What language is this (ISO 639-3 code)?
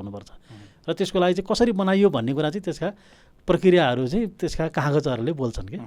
nep